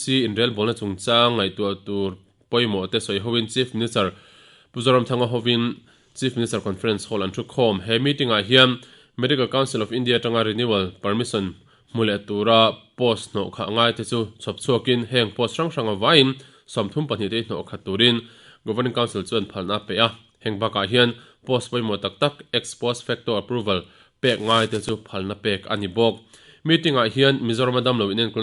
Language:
Mizo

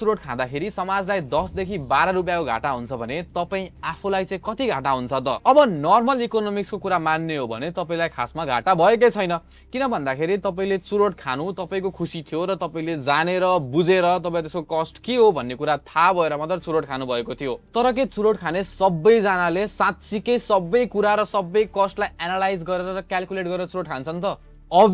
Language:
Nepali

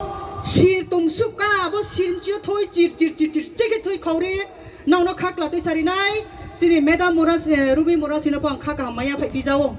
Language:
Riang (India)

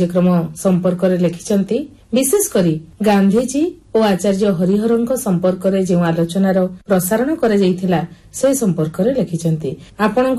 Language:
Odia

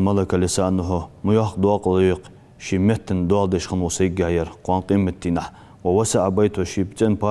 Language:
Ingush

